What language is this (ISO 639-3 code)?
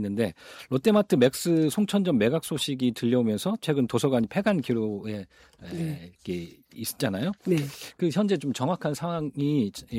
kor